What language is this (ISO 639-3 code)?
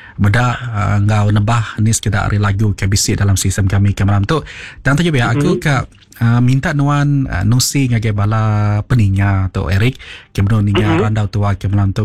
iba